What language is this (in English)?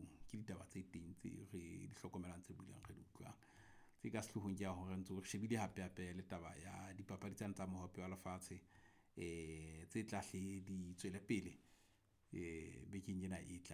Southern Sotho